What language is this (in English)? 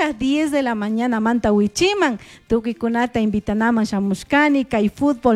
Chimborazo Highland Quichua